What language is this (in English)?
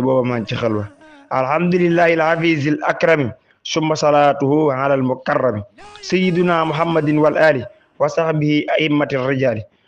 Wolof